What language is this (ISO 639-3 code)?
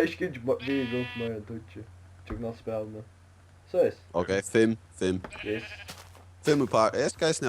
fao